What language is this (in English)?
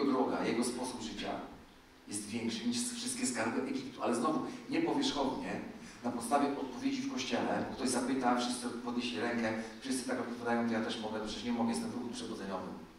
Polish